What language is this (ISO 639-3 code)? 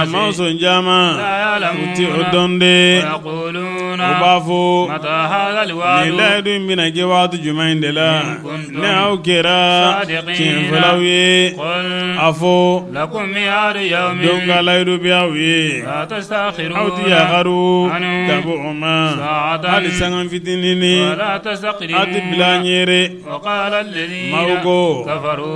bam